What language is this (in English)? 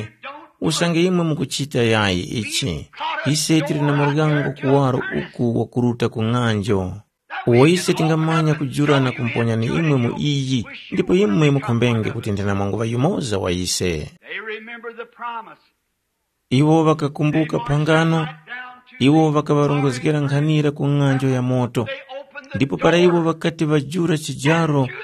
Tumbuka